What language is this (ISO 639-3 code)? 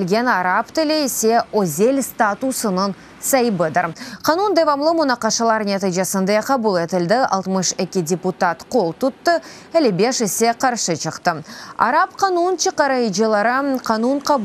crh